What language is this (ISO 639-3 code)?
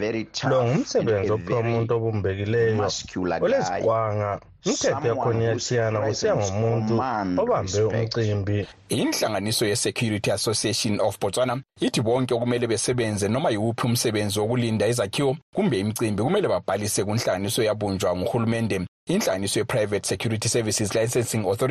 nde